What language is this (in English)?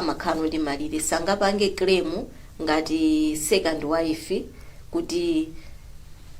Nyanja